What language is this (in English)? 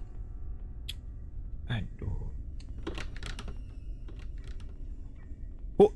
Malay